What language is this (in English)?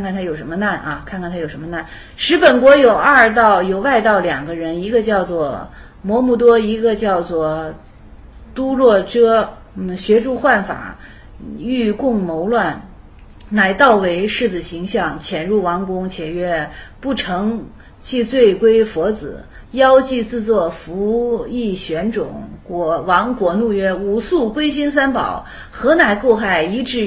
Chinese